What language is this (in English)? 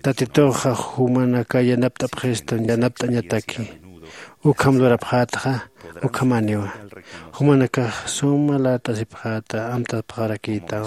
Aymara